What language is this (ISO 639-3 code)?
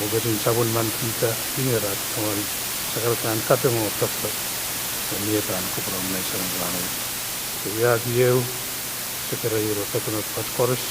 pon